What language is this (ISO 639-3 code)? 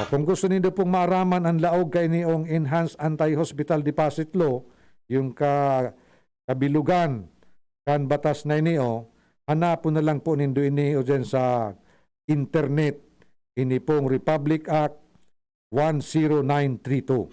bik